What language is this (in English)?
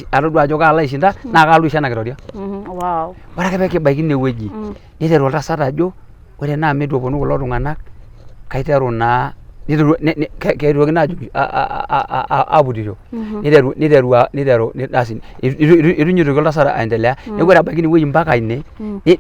Masai